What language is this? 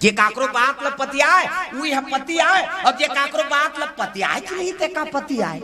Chhattisgarhi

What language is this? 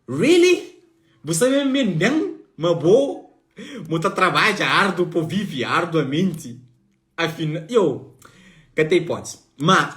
Kabuverdianu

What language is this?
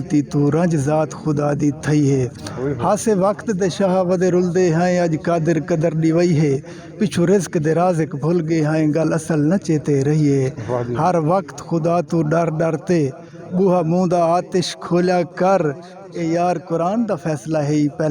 Saraiki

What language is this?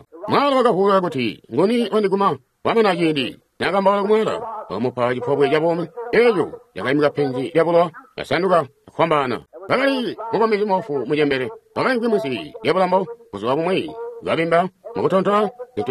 Tonga (Zambia)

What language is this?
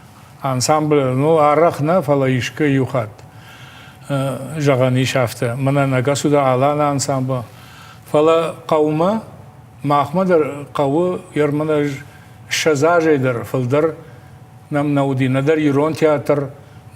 Ossetic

